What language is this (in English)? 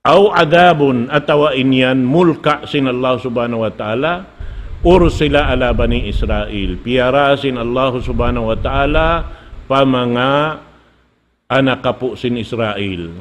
Tausug